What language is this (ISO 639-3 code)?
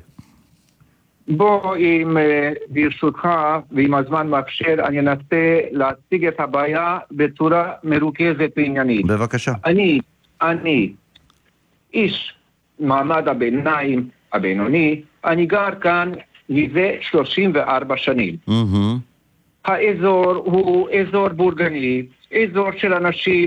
heb